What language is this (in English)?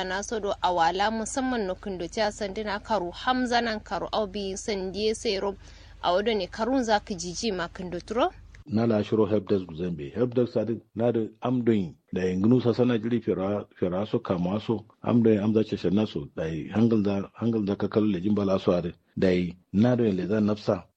Kanuri